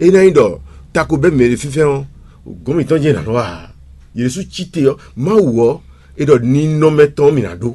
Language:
Fon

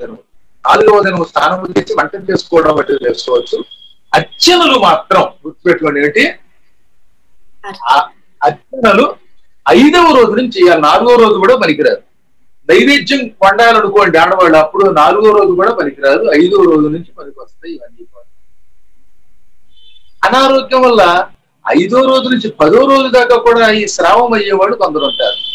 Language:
Telugu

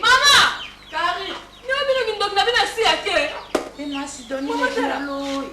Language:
Lingala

